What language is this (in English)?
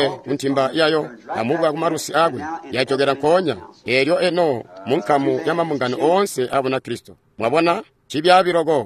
Tonga (Zambia)